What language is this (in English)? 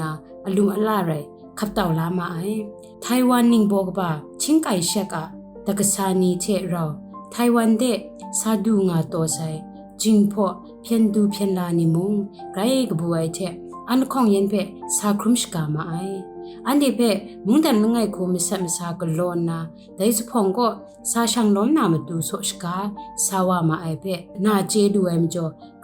Kachin